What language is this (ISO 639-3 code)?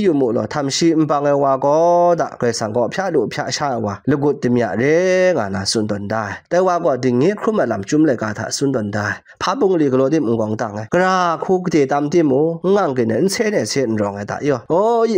kac